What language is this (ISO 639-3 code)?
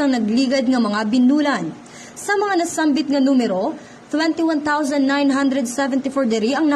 hil